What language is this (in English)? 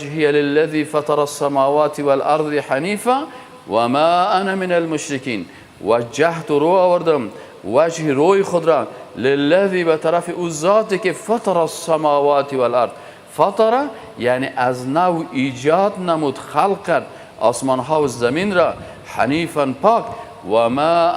Persian